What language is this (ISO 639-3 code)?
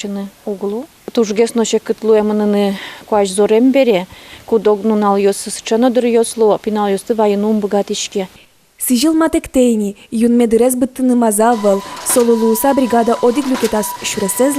udm